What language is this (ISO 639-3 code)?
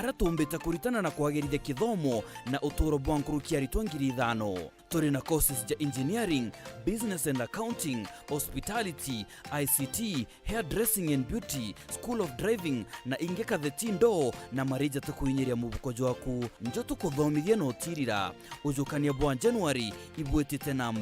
mer